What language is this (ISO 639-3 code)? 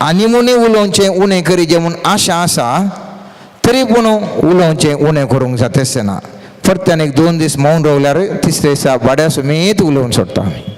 kok